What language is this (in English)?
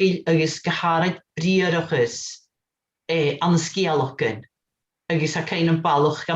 Scottish Gaelic